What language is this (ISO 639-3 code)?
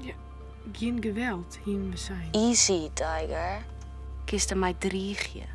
fry